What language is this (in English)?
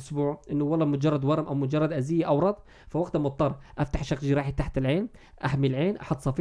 North Levantine Arabic